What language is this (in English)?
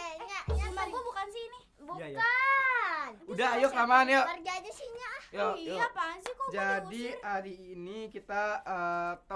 Betawi